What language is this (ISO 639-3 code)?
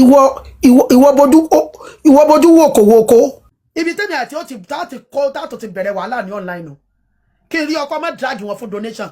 yor